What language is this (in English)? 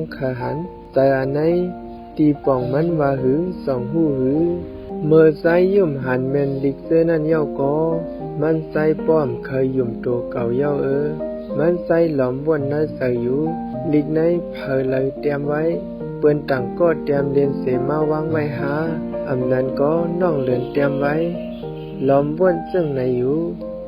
Shan